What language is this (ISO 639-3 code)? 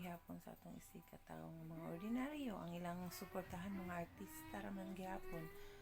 ceb